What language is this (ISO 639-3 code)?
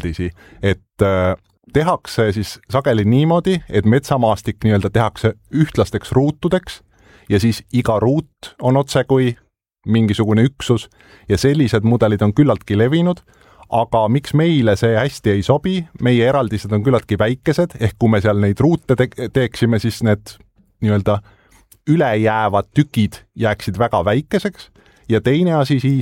est